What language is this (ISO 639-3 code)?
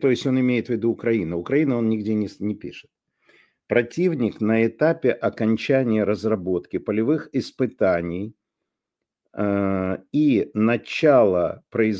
rus